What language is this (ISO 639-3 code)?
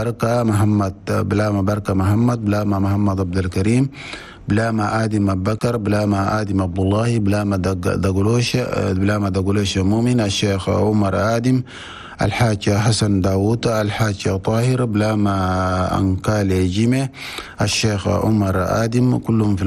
shu